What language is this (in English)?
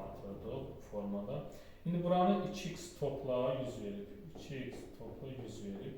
Azerbaijani